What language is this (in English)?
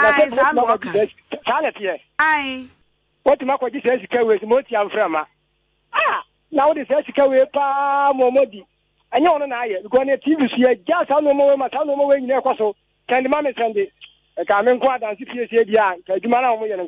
Akan